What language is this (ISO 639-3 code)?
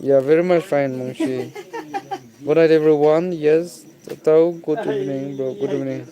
nag